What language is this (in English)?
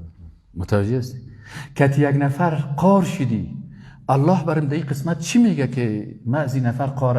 Persian